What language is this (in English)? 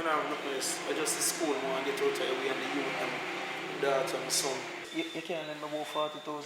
Jamaican Creole English